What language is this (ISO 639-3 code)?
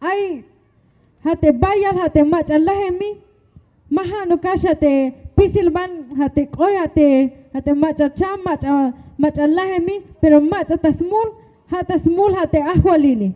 tzh